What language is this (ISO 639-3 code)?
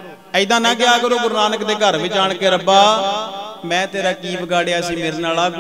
pan